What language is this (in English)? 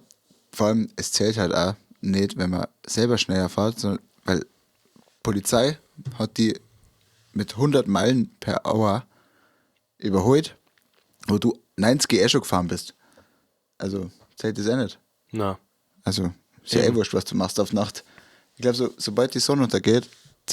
Bavarian